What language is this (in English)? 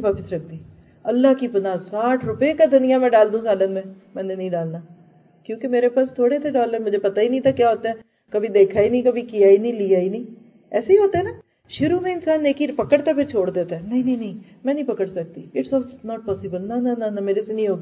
Urdu